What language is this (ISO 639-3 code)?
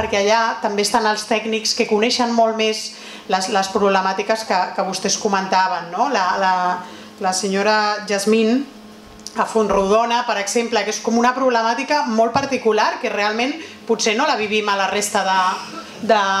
cat